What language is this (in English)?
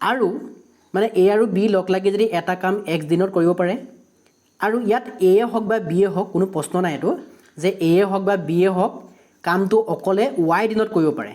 Assamese